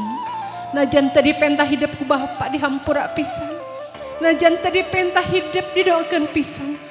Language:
Sundanese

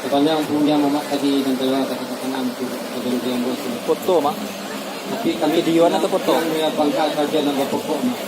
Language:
Minangkabau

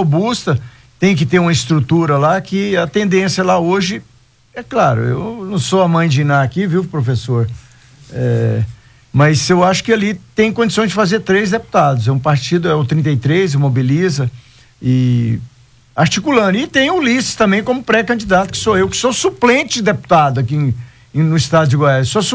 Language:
Portuguese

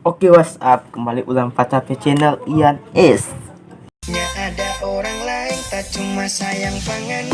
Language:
Manado Malay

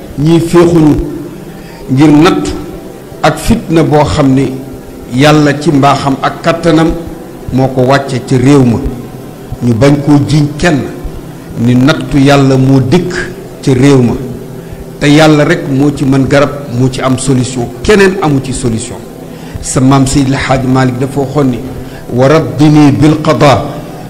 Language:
Wolof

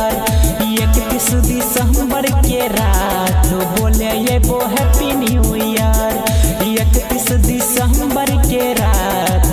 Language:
Bhojpuri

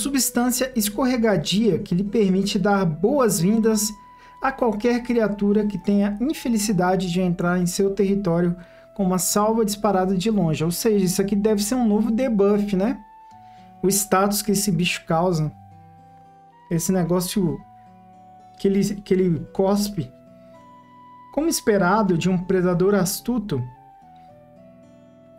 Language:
Portuguese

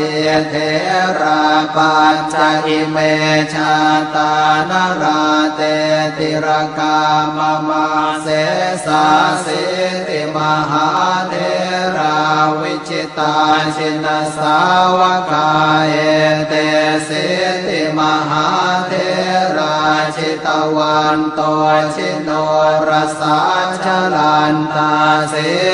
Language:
Pali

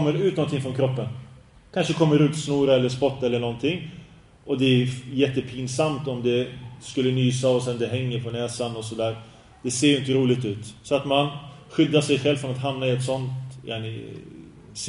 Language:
Swedish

